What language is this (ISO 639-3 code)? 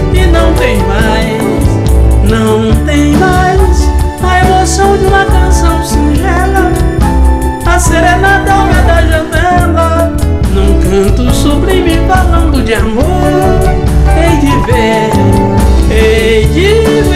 por